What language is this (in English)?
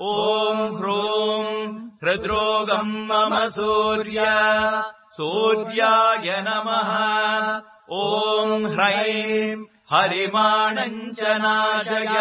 Sanskrit